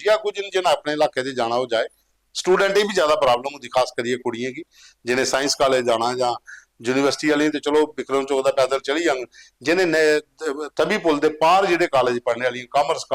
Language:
Dogri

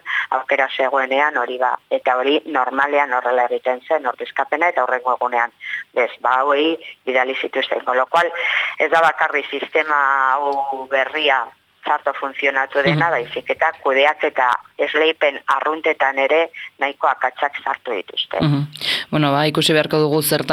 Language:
Basque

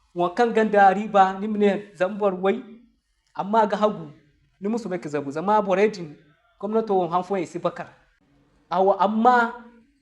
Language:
Zarma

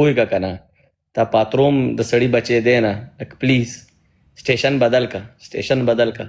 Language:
Pashto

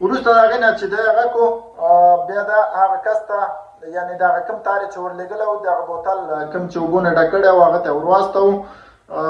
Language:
Pashto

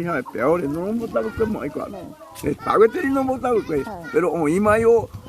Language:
Guarani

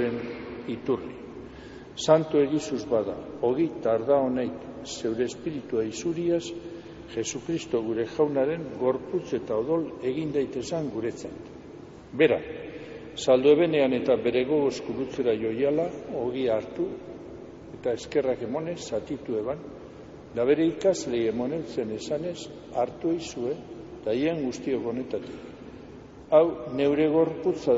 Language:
Basque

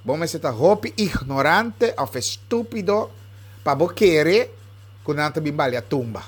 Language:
Papiamento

